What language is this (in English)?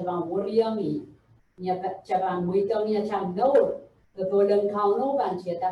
Pohnpeian